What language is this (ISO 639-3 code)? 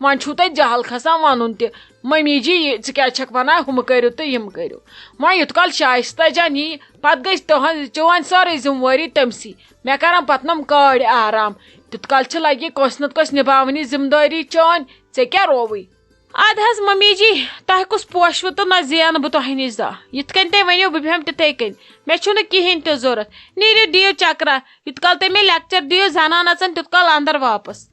kas